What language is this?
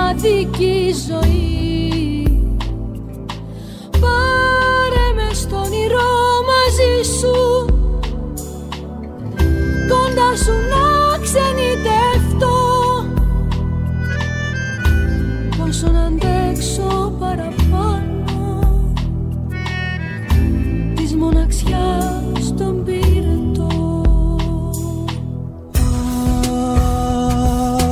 Greek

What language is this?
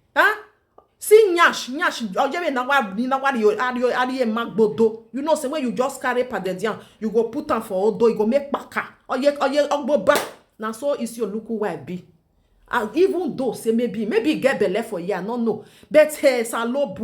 Nigerian Pidgin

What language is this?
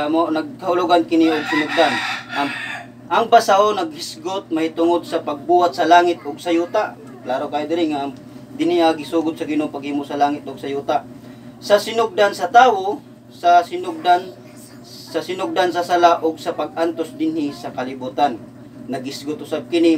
Cebuano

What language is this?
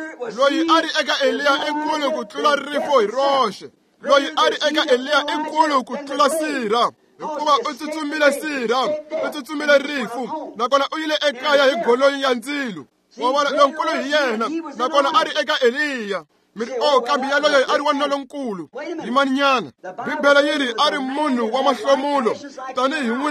Tsonga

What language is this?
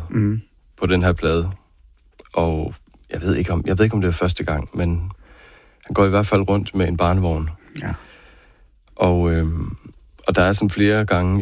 Danish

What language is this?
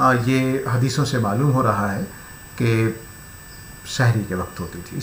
Urdu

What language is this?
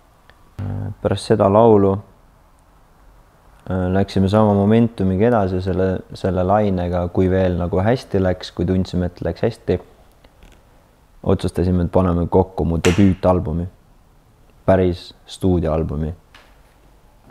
Estonian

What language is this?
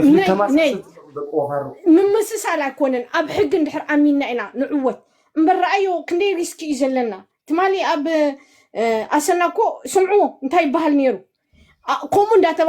Tigrinya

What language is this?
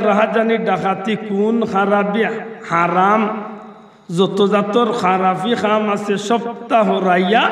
Sylheti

